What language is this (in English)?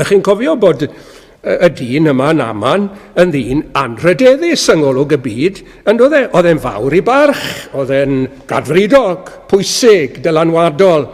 Welsh